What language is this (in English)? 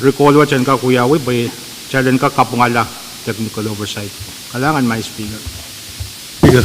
Pohnpeian